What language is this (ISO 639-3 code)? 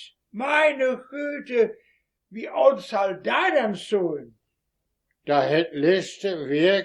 wep